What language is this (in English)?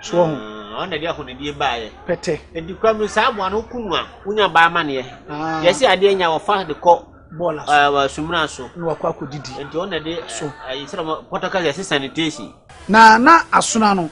Akan